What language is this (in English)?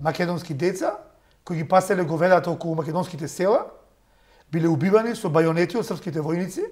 Macedonian